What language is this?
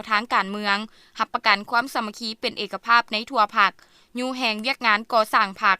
Lao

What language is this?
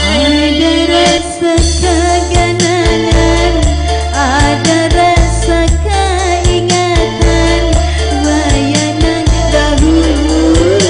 Banjar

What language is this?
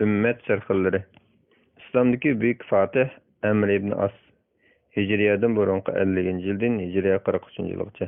Uyghur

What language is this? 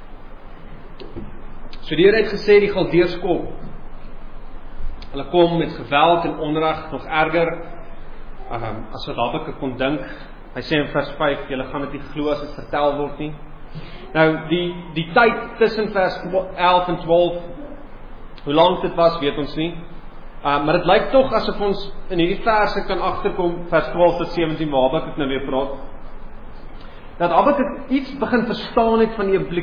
Afrikaans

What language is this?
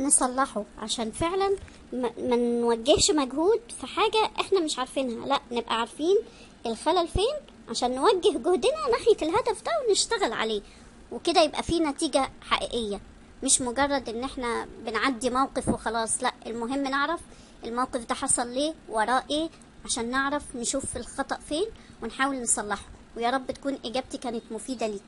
Egyptian Arabic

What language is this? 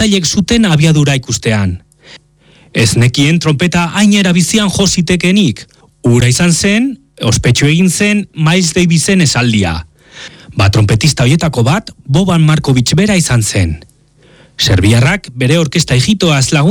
Basque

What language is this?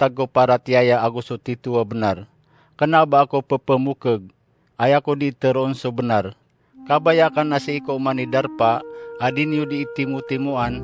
Maranao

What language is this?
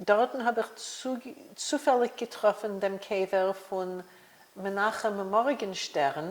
Yiddish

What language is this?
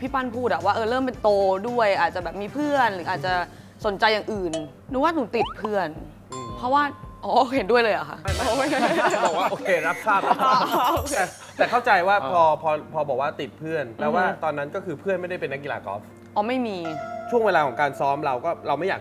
Thai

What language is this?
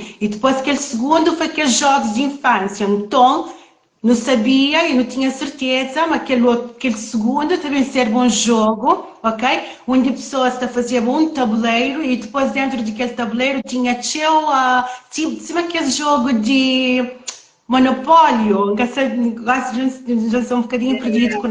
Kabuverdianu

